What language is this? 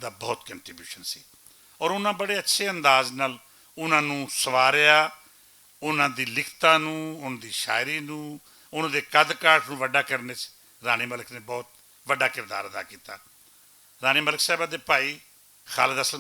Western Panjabi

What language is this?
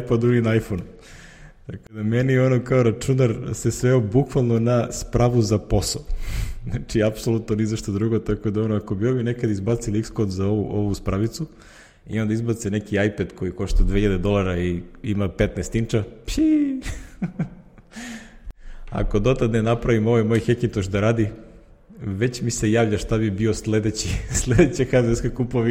Serbian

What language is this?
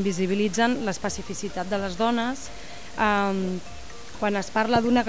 Catalan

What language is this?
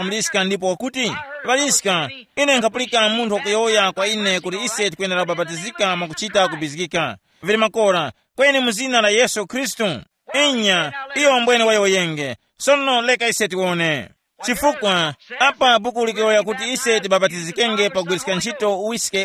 Tumbuka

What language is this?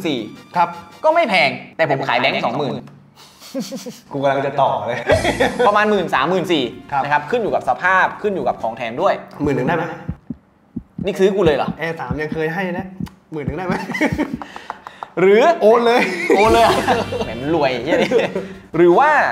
Thai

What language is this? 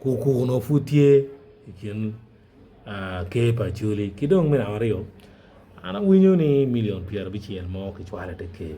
Acoli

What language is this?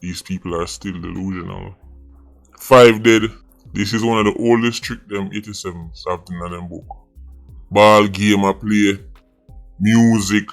Jamaican Creole English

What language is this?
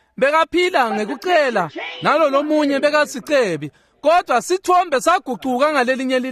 Swati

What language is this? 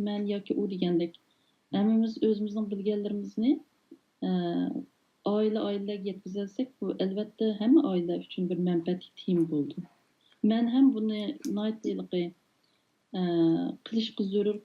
Uyghur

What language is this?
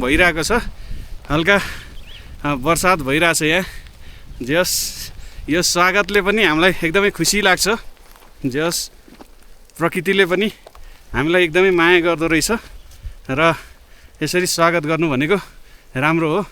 Nepali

